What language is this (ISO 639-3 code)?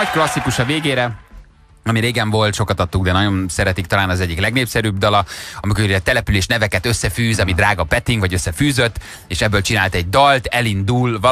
hun